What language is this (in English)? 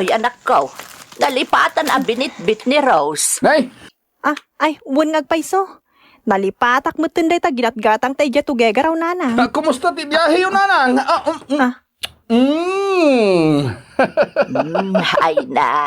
Iloko